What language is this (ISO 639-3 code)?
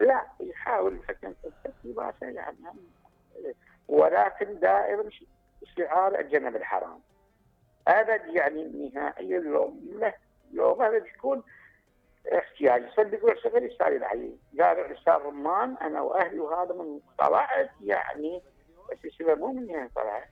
acm